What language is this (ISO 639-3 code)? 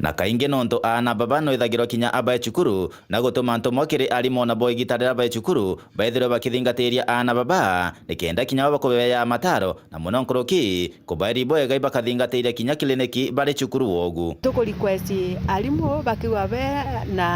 mer